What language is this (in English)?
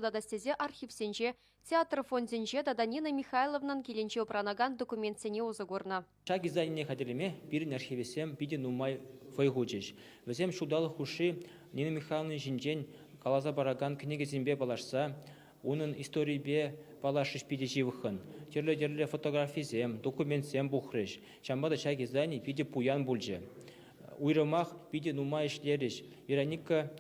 Chuvash